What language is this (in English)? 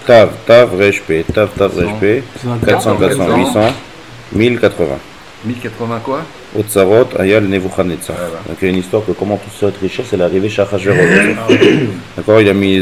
French